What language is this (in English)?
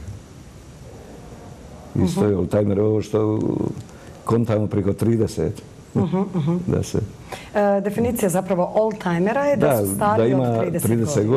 Bosnian